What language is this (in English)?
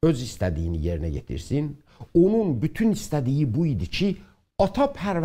South Azerbaijani